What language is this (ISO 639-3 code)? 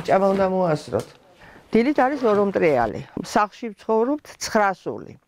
kat